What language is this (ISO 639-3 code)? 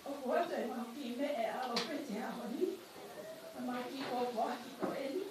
ton